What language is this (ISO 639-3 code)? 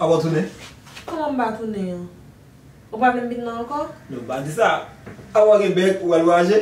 hat